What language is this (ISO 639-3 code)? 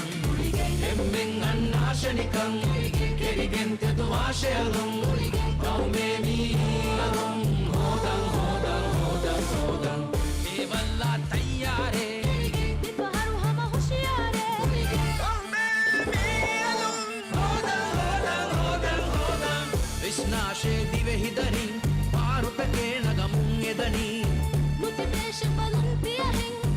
div